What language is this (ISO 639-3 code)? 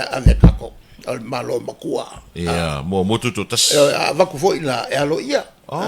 smo